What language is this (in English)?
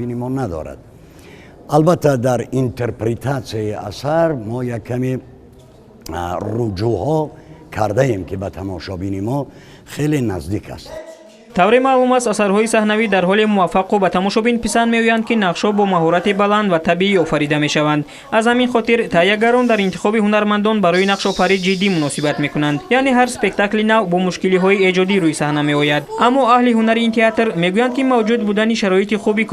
Tajik